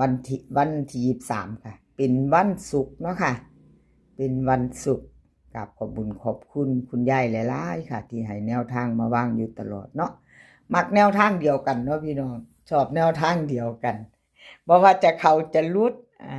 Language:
Northeastern Thai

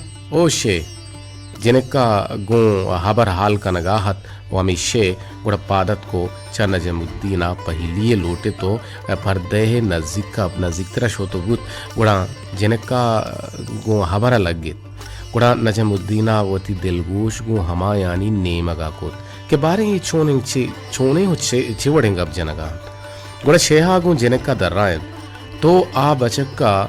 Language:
Baluchi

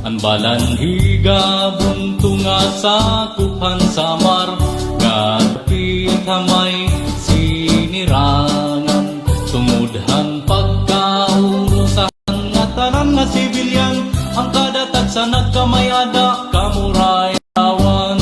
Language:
Waray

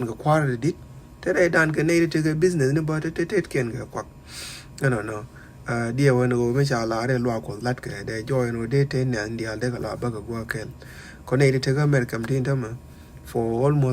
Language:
Nuer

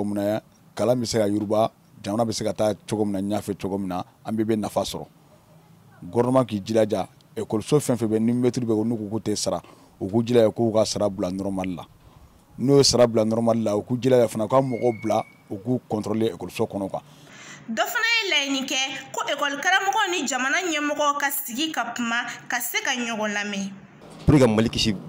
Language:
Bambara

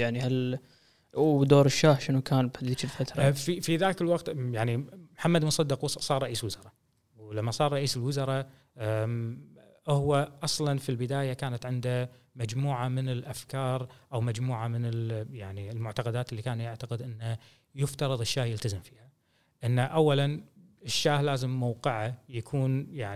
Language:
Gulf Arabic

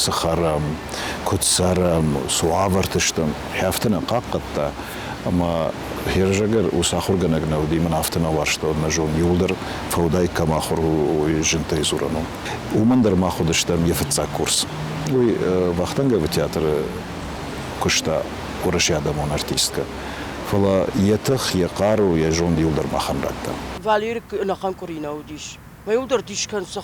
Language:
Ossetic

